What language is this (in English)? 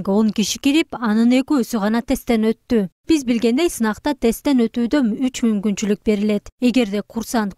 Kyrgyz